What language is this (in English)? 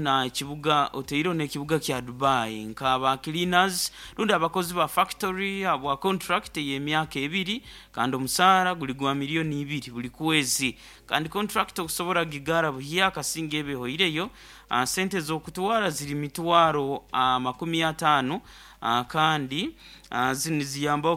Nyoro